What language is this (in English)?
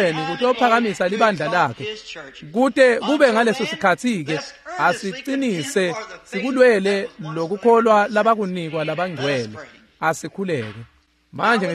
Swati